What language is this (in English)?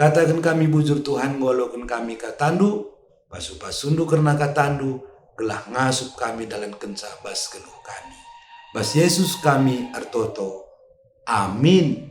Batak Karo